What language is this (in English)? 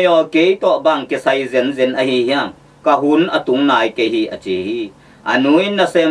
Tedim Chin